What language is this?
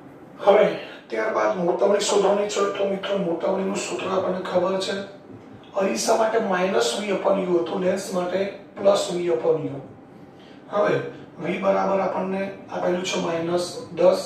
Gujarati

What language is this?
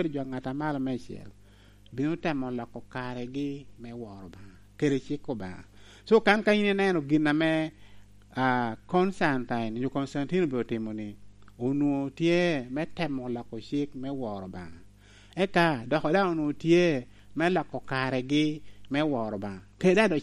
Lango (Uganda)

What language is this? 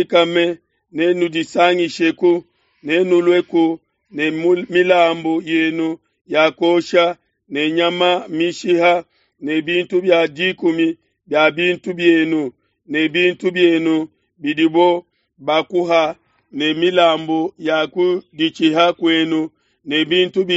Luba-Lulua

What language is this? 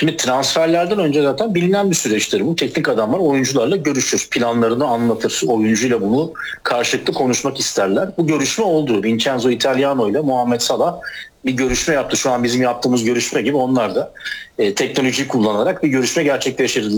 Turkish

